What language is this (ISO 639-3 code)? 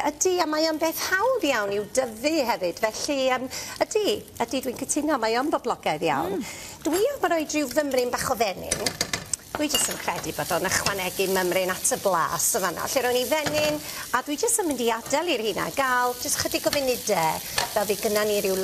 cym